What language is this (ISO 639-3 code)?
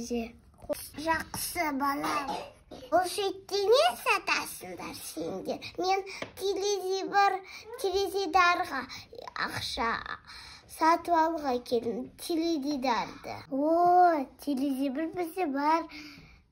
kaz